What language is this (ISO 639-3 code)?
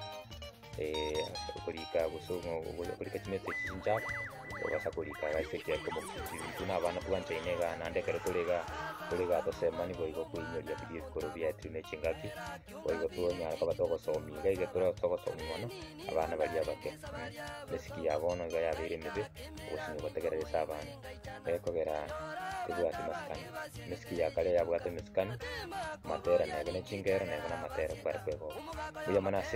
guz